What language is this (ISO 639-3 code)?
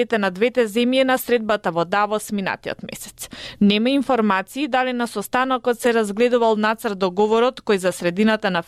mkd